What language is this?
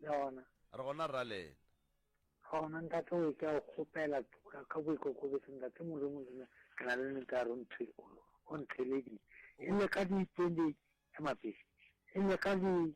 Northern Sotho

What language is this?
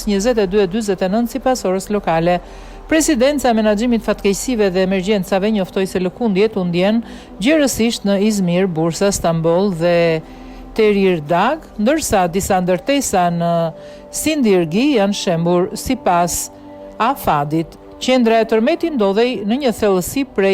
Albanian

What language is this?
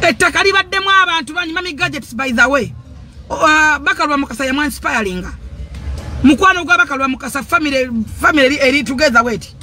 Ganda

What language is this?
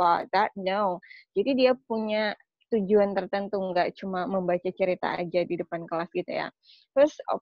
Indonesian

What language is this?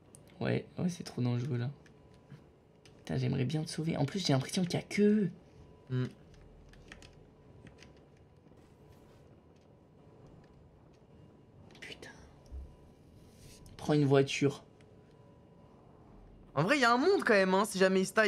French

